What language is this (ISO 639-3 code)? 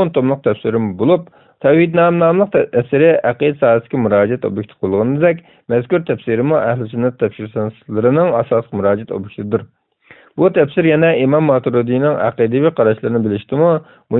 uig